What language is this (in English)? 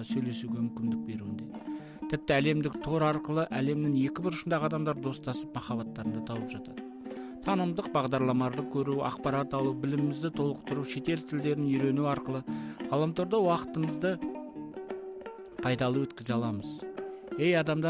Kazakh